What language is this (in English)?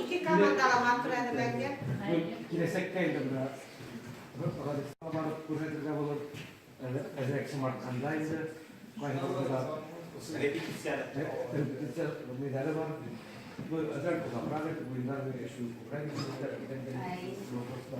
Bashkir